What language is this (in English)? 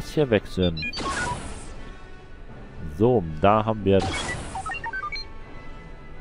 German